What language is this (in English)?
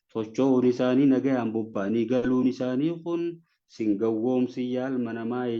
Oromo